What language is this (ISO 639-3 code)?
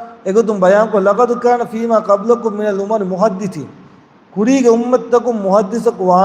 div